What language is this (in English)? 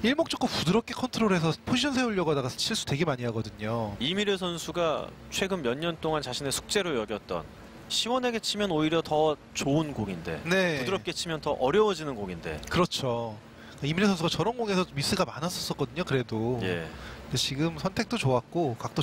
Korean